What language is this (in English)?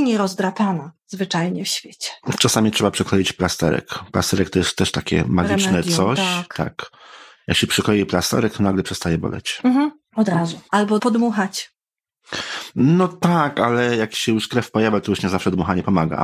Polish